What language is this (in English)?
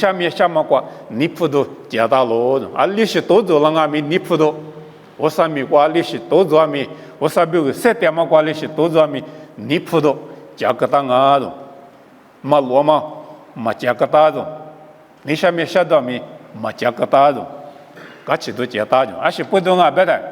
Lisu